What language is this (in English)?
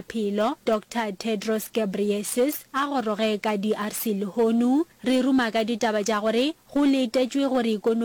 Northern Sotho